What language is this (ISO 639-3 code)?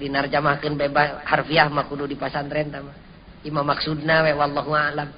sun